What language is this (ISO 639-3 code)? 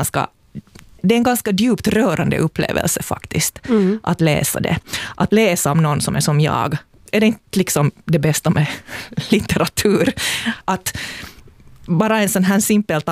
swe